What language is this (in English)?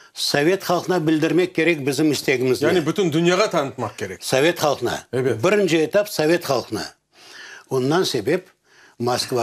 Crimean Tatar